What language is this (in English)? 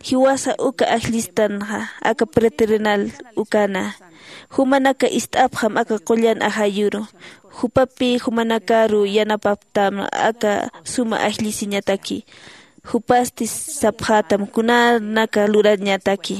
Aymara